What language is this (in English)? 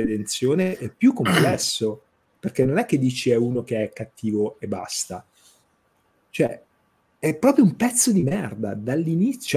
Italian